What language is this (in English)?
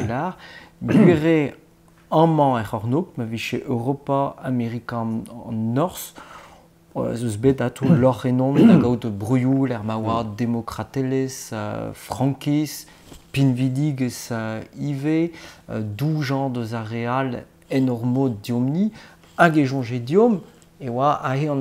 Breton